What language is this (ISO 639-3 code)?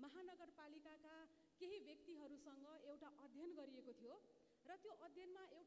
nep